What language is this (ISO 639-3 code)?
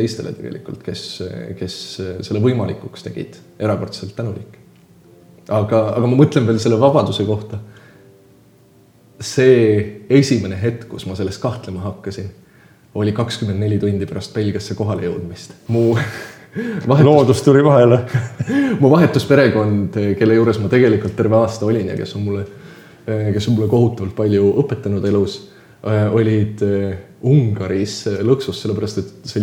est